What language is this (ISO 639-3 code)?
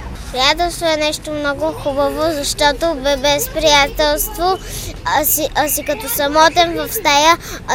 bul